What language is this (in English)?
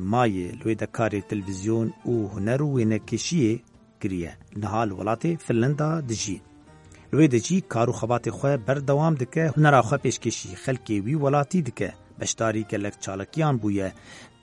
Kurdish